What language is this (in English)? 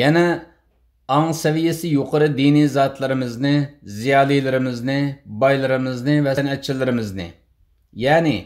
Uyghur